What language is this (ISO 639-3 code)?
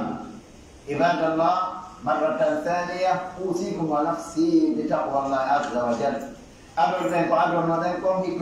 fuf